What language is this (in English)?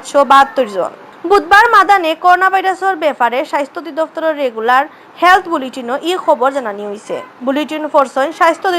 Sylheti